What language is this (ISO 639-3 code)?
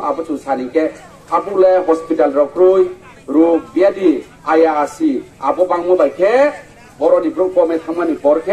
ria